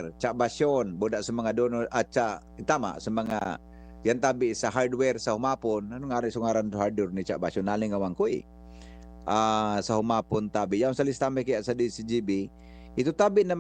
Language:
Bikol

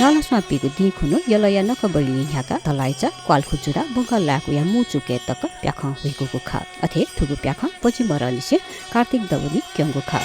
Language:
Newari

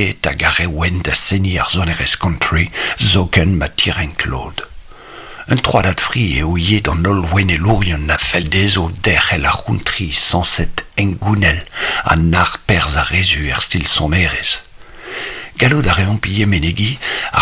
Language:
Breton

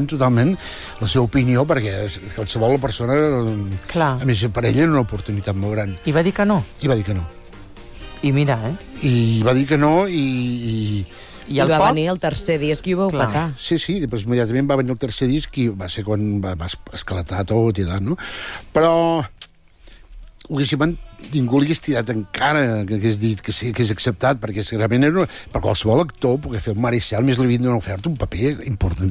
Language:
Catalan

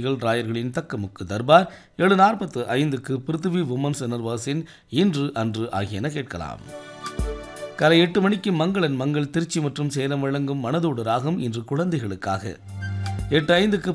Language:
Tamil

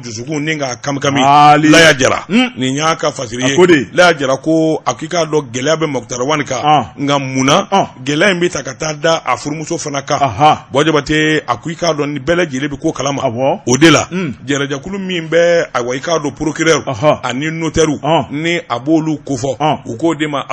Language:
Bambara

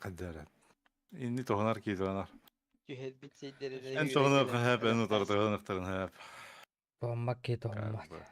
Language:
Yakut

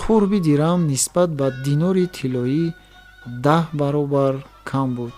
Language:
Tajik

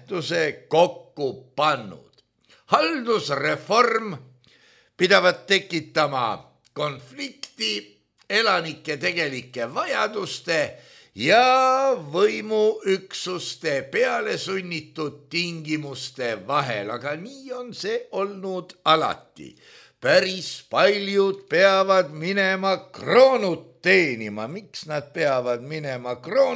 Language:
Estonian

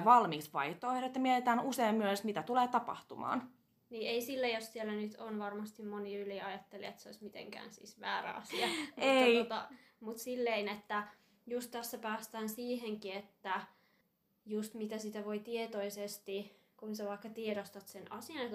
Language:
Finnish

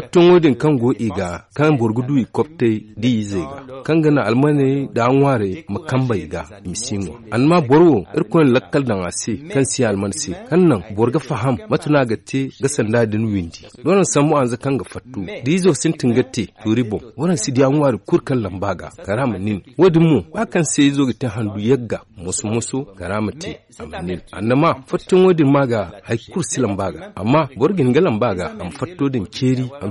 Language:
Zarma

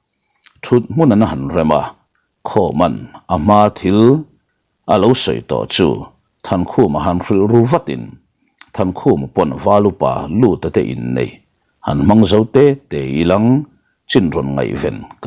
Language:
Mizo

